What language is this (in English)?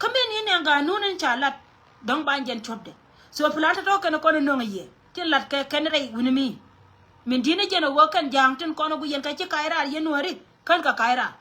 Nuer